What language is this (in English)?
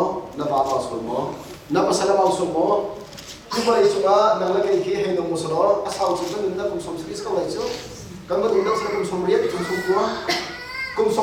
Hakha Chin